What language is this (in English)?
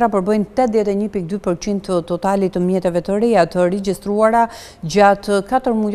Albanian